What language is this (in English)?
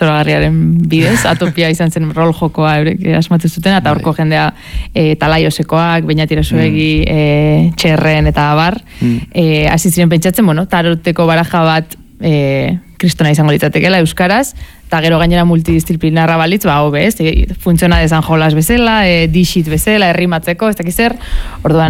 Basque